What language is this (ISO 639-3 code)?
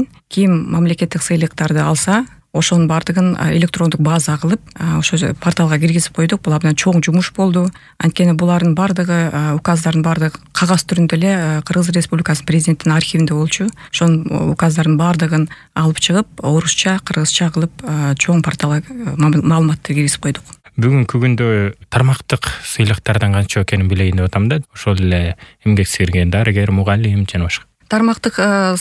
kir